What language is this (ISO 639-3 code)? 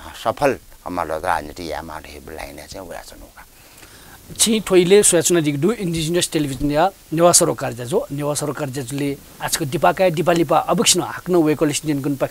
new